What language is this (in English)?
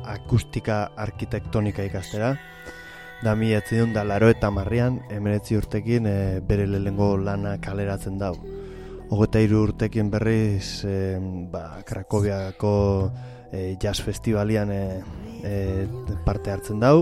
Basque